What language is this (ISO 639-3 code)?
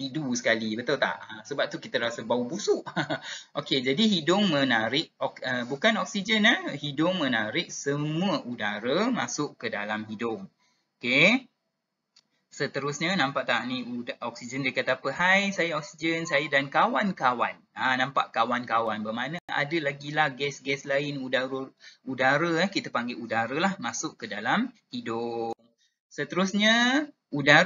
msa